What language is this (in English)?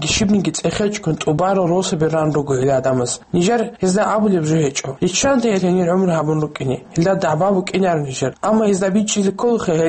Avaric